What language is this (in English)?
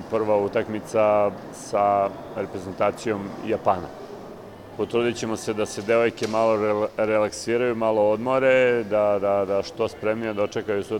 Serbian